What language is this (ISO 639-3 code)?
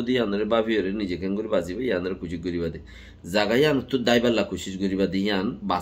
rhg